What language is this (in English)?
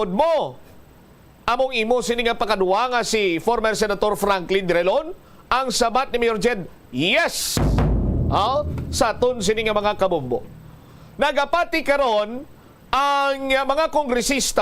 Hiligaynon